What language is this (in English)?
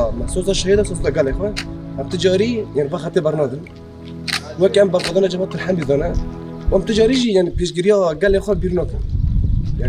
Kurdish